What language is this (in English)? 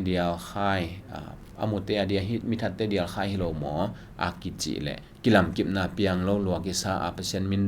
Tedim Chin